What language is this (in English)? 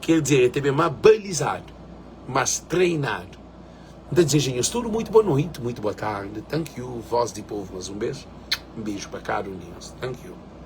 Kabuverdianu